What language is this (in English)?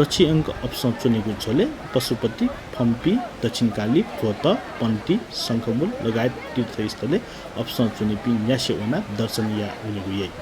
Newari